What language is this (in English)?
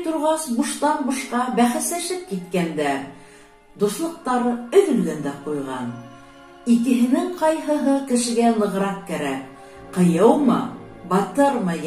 Bashkir